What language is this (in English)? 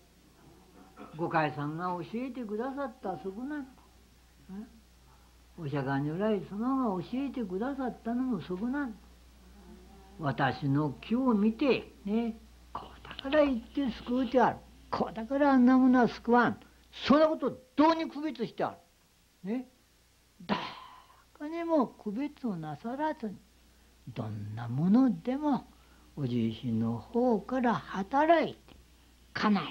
Japanese